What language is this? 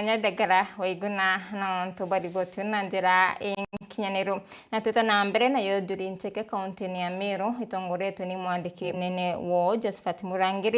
Meru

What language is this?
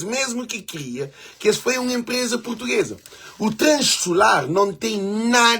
Kabuverdianu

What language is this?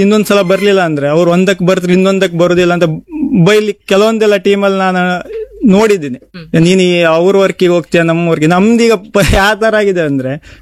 Kannada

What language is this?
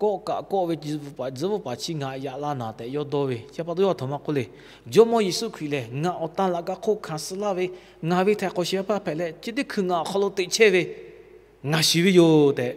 Lahu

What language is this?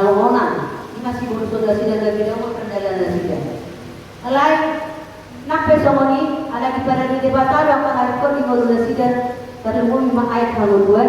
Batak Toba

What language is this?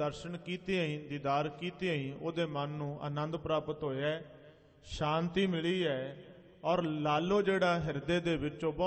Punjabi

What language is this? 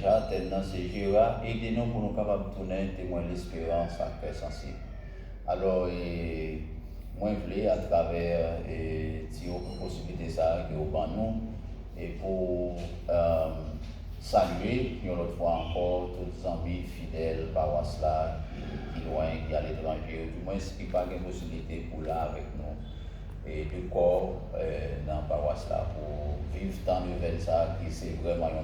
Haitian Creole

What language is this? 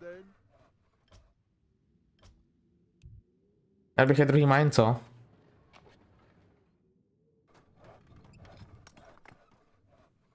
Czech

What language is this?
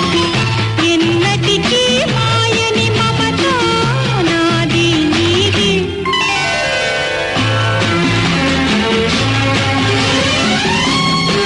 Telugu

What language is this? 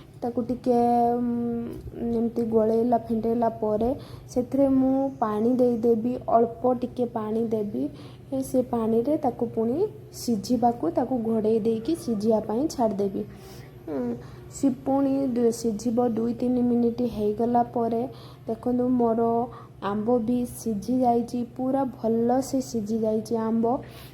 Odia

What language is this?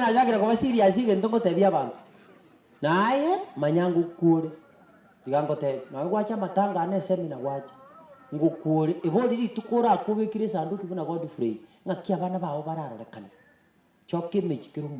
Gusii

